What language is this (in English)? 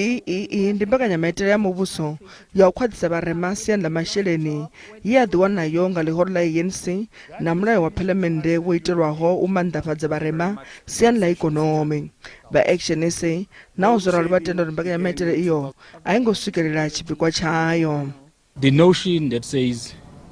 Venda